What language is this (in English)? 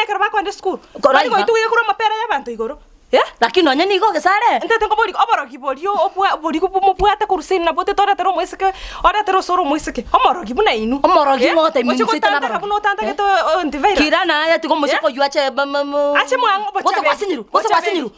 Gusii